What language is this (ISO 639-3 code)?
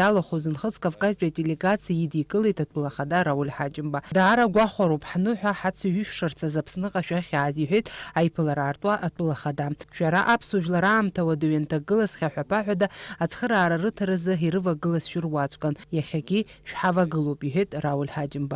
abk